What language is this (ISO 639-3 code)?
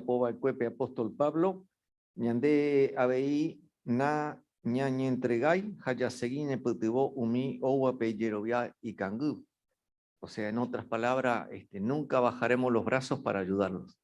grn